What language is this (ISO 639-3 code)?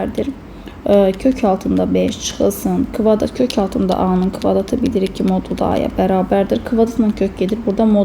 aze